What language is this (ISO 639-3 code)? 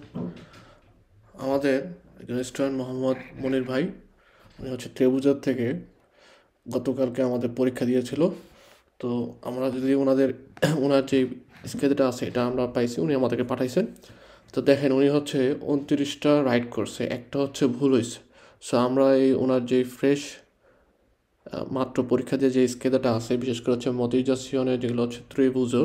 ben